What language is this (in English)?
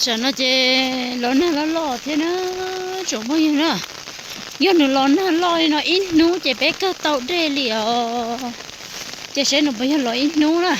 Hmong